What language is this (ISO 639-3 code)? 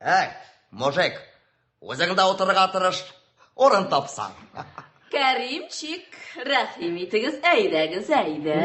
tat